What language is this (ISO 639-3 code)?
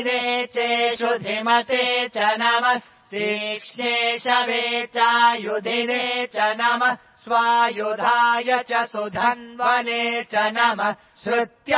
san